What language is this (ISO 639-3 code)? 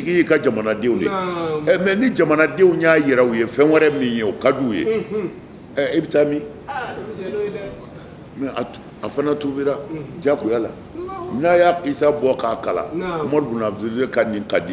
bam